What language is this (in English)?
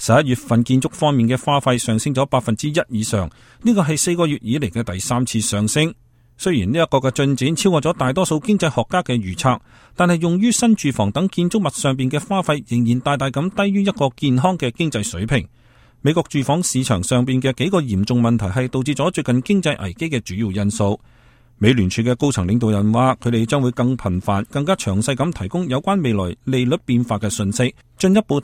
Cantonese